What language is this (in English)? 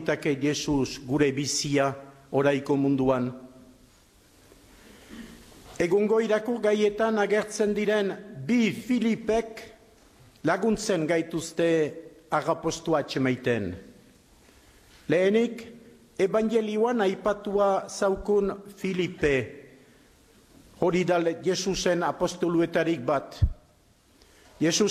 Basque